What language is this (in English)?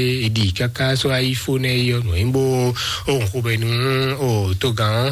Fon